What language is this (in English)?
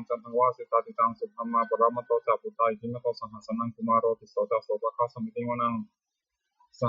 Pali